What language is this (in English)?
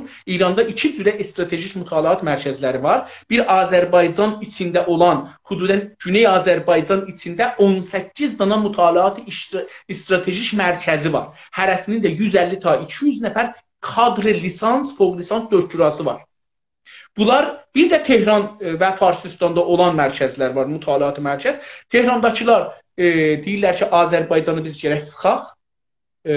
South Azerbaijani